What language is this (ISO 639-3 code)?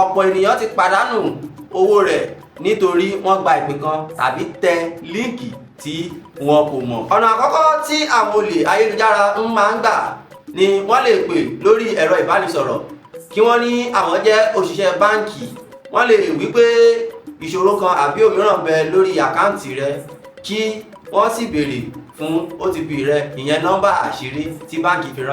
yor